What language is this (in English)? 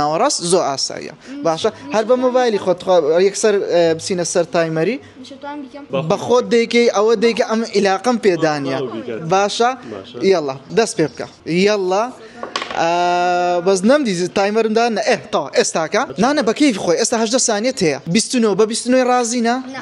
Central Kurdish